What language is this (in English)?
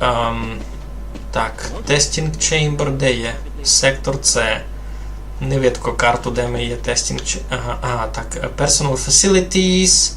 Rusyn